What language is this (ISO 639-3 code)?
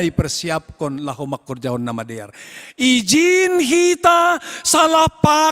bts